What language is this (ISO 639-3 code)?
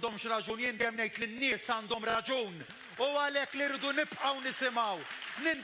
mlt